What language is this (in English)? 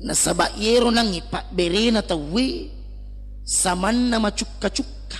Buginese